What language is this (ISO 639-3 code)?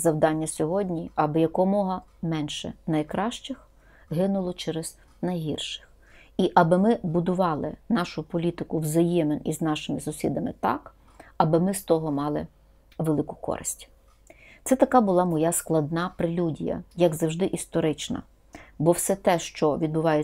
ukr